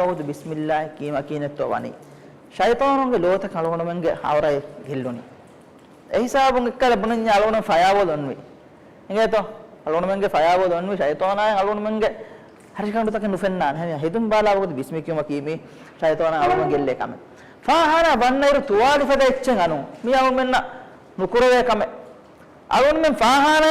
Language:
Divehi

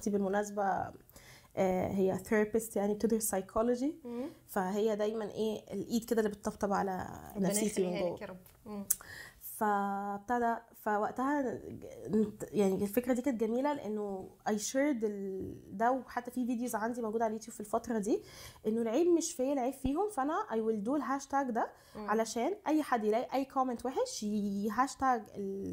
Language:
Egyptian Arabic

